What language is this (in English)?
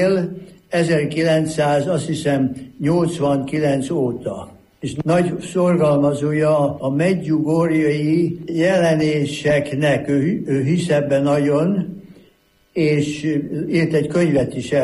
Hungarian